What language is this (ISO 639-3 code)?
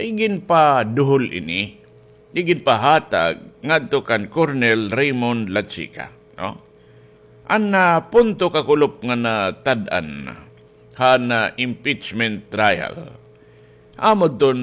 war